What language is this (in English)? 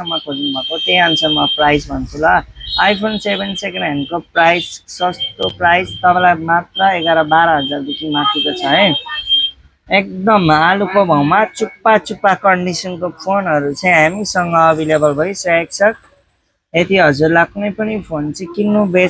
Nepali